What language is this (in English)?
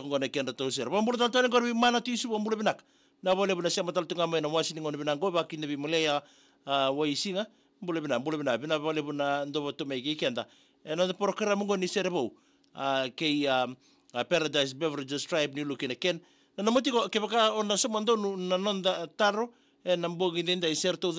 Fijian